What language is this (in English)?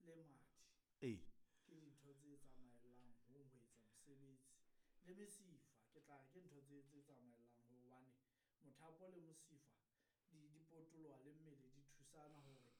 Southern Sotho